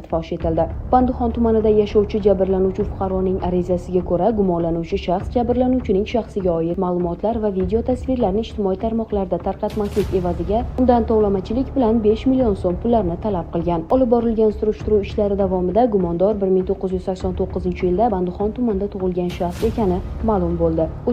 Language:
Uzbek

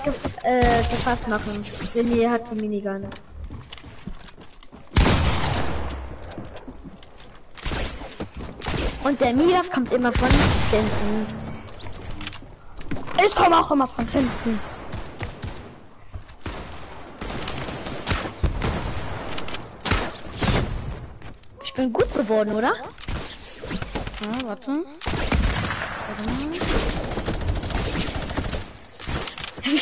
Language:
German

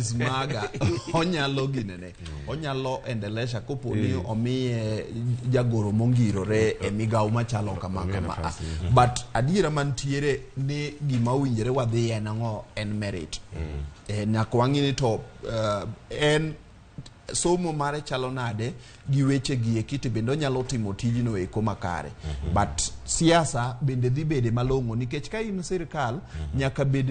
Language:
Luo (Kenya and Tanzania)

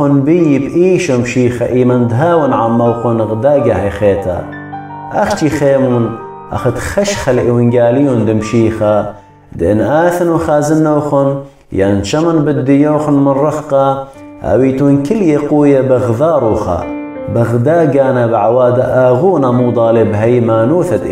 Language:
Assyrian Neo-Aramaic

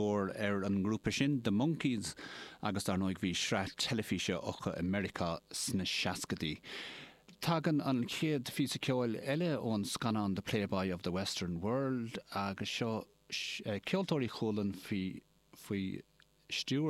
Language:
Irish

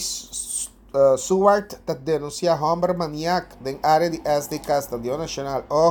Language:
Papiamento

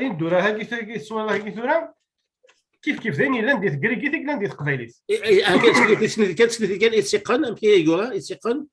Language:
Kabyle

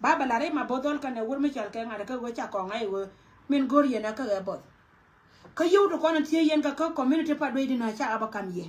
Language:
Nuer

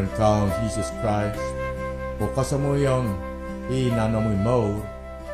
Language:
Pohnpeian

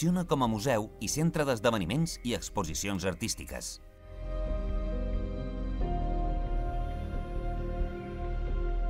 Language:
Catalan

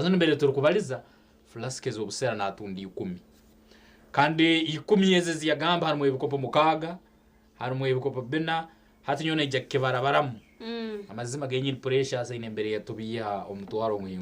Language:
Nyankole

